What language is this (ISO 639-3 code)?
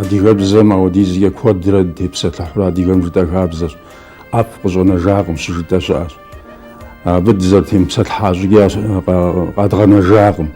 kbd